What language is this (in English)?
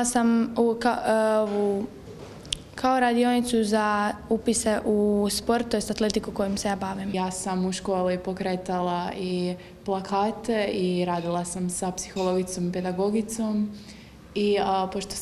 Croatian